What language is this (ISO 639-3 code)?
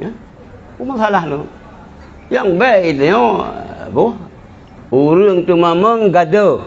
ace